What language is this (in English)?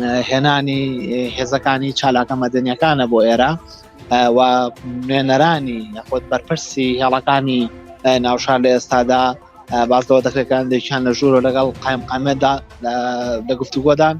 Central Kurdish